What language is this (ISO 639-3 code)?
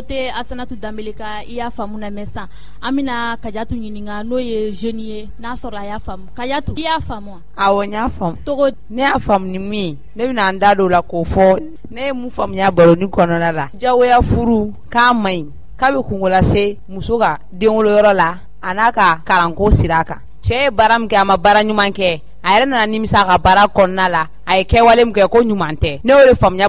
bam